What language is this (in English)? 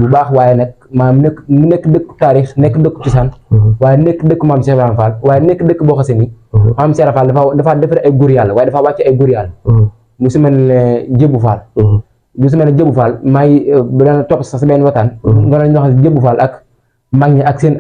Wolof